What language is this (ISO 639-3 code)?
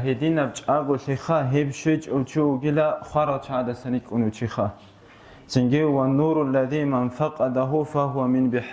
ava